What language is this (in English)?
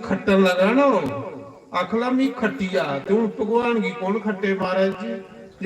Dogri